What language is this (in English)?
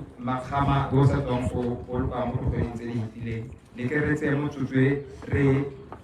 Tswana